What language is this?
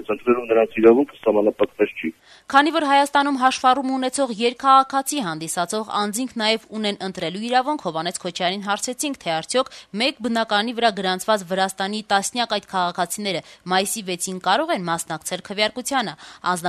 Armenian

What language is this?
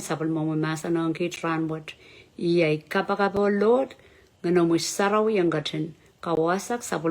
Pohnpeian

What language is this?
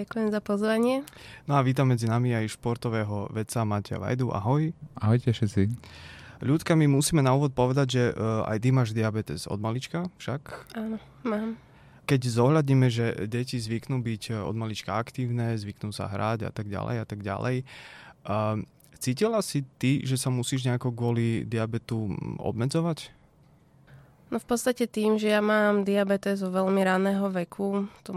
Slovak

